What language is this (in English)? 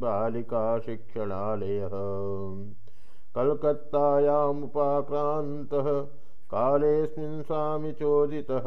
Sanskrit